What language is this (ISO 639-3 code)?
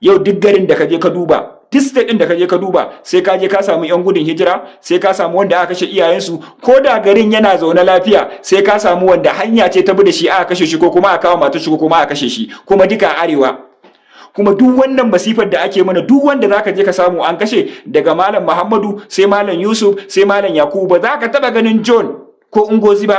hau